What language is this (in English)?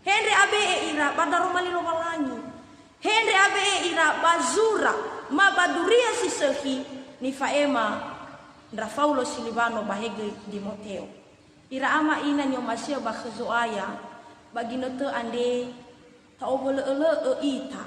Nias